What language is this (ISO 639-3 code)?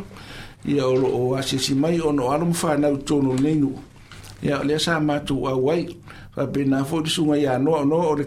smo